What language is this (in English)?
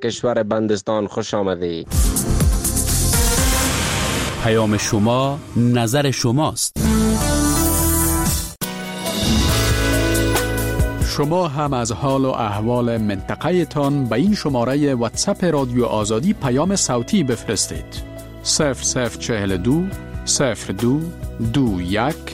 Persian